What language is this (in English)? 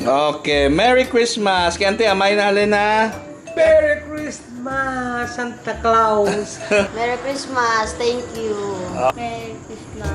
Hiligaynon